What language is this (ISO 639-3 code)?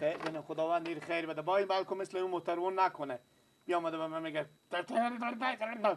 fas